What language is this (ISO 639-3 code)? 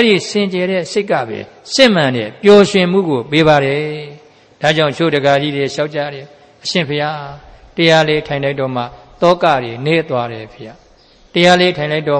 mya